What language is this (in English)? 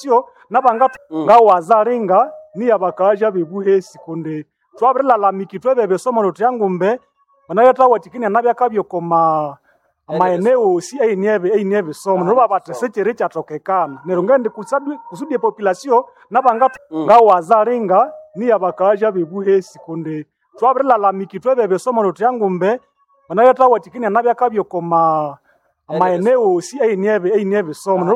Nande